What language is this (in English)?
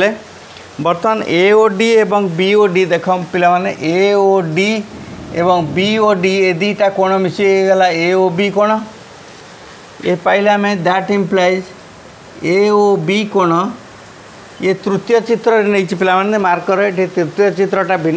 Odia